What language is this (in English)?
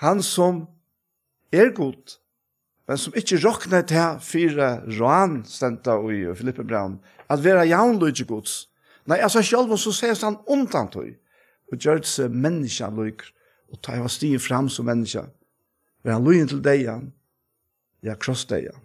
Faroese